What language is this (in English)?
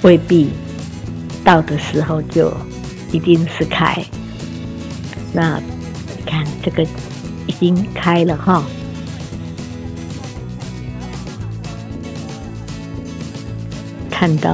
Chinese